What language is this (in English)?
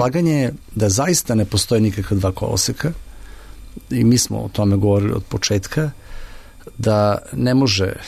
Serbian